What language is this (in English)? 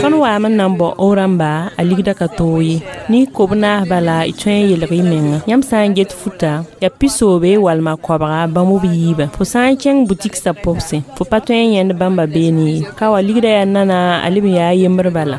Mossi